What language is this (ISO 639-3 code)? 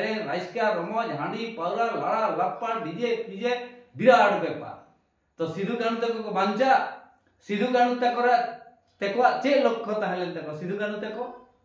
sat